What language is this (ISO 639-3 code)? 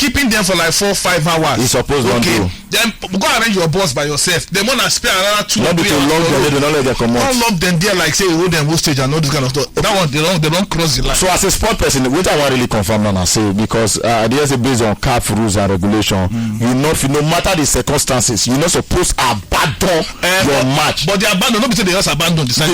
pcm